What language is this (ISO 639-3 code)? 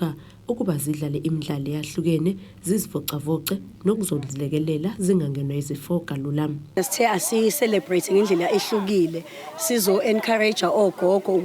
zul